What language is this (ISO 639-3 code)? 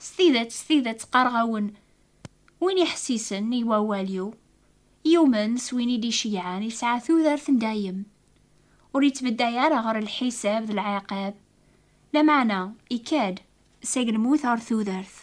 kab